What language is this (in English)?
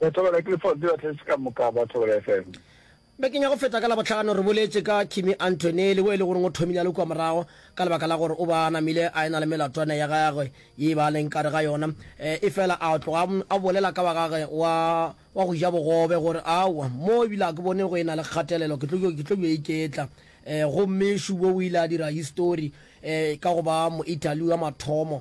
Northern Sotho